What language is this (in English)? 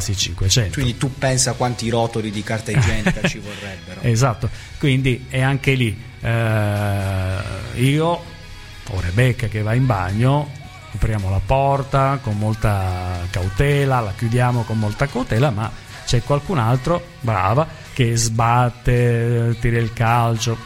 Italian